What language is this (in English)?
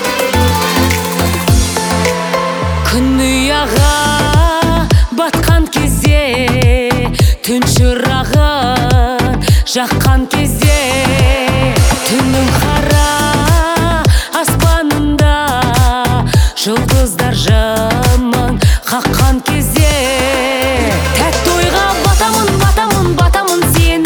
Kazakh